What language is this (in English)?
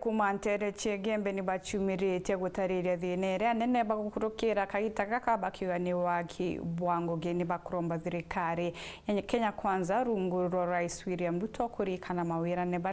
Meru